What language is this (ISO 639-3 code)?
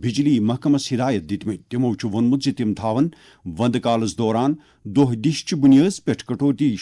kas